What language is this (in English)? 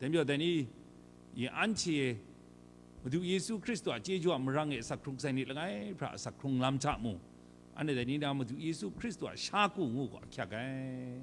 Kachin